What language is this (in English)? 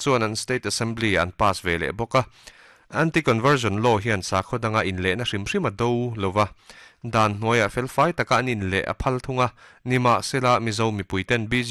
Mizo